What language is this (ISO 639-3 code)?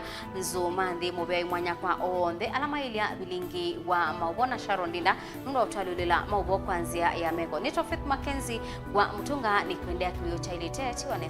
kam